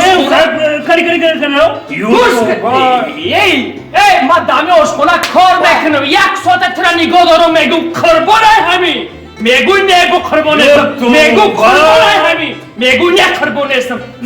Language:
Tajik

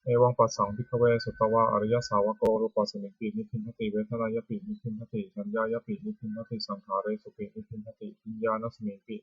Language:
Pali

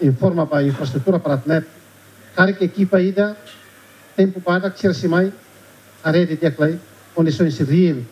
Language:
Tetum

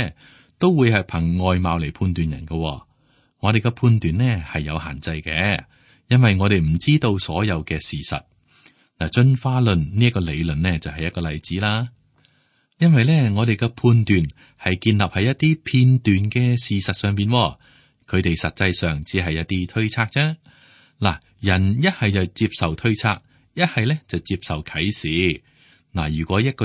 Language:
Cantonese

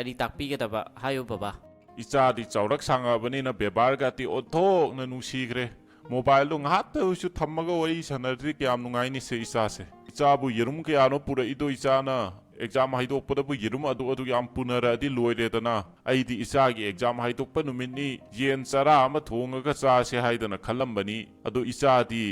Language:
Manipuri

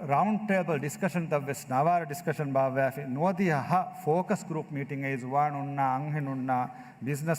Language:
Divehi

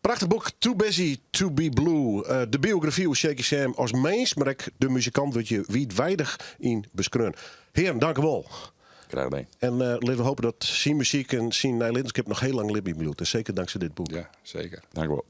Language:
Western Frisian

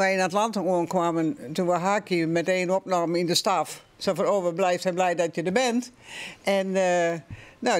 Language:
Western Frisian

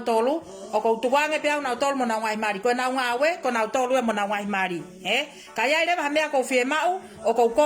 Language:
Tongan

